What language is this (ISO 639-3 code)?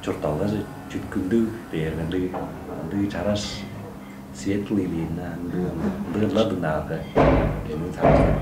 tyv